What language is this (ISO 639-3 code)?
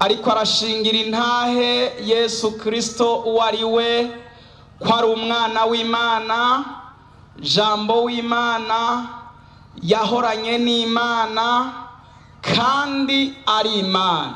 run